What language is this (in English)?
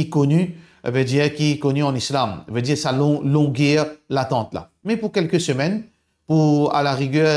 Morisyen